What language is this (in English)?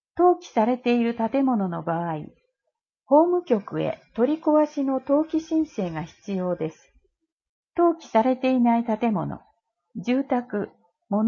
Japanese